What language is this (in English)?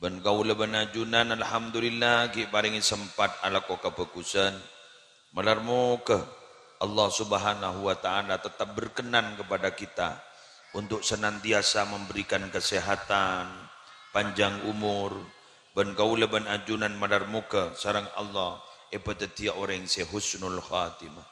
Madurese